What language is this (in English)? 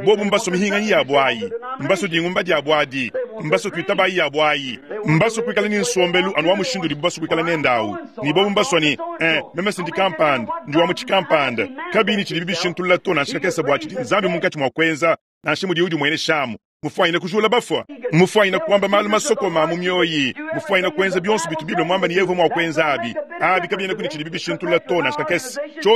Luba-Lulua